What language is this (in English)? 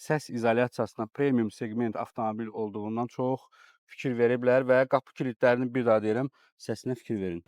Azerbaijani